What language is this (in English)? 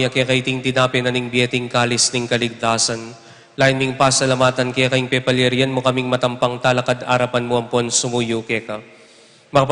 Pampanga